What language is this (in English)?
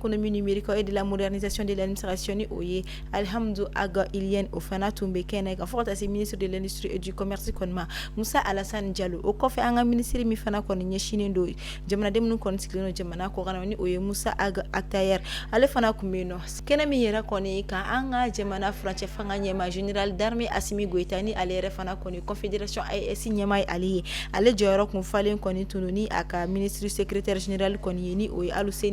Bambara